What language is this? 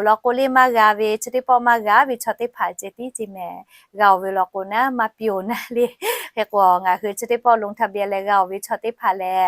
Lahu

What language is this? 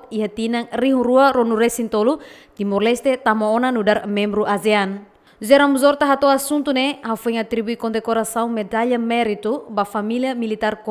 Tetum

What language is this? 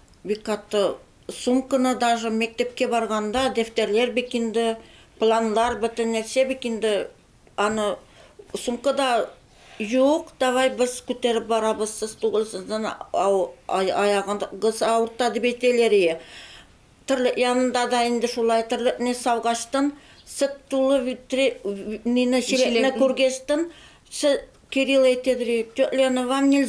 Tatar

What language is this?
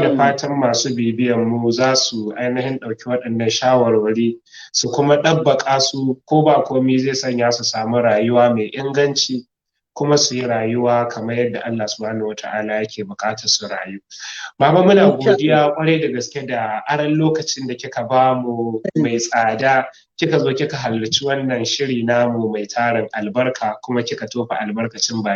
Hausa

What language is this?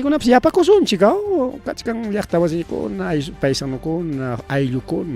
Ayacucho Quechua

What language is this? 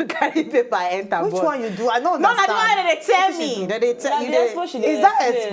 Nigerian Pidgin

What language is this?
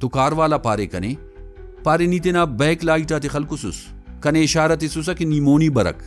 Brahui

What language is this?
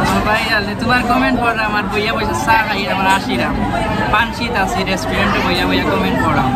Sylheti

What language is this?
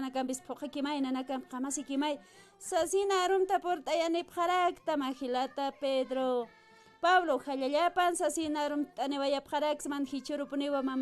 Aymara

